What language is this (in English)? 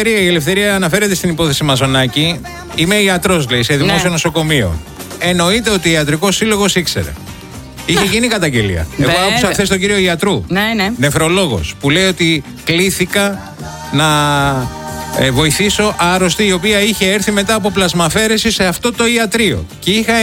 Greek